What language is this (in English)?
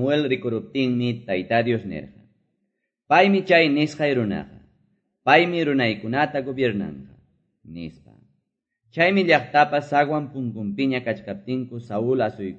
Quechua